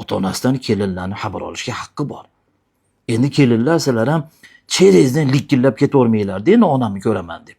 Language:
Uzbek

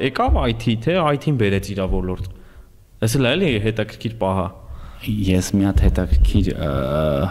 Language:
Armenian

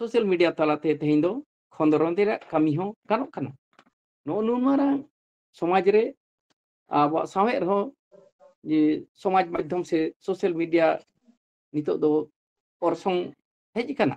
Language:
Santali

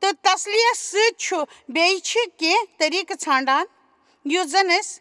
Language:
Kashmiri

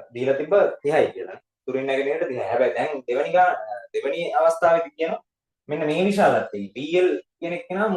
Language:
Sinhala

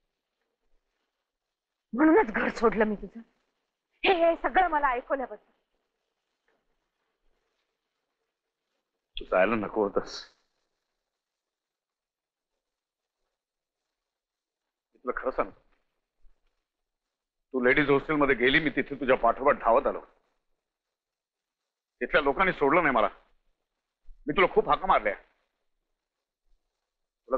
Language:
Marathi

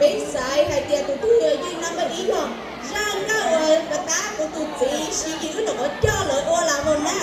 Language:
Hmong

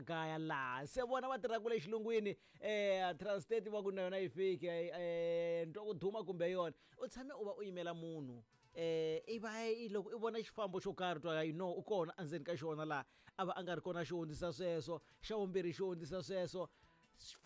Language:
Tsonga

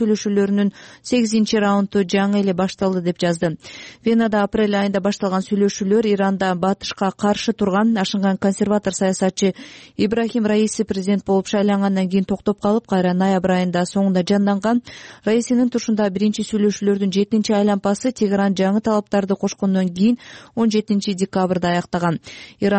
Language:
Kyrgyz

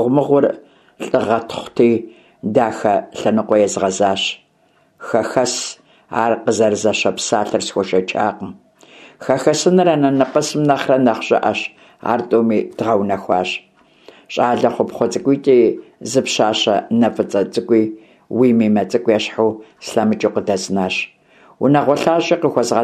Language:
Kabardian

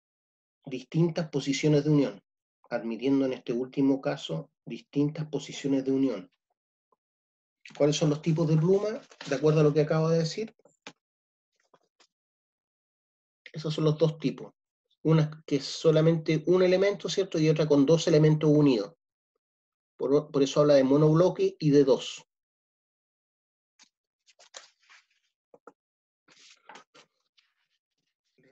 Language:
Spanish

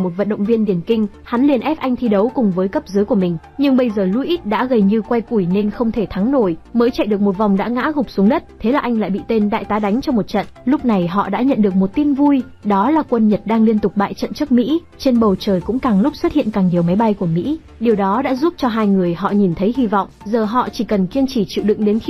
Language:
Vietnamese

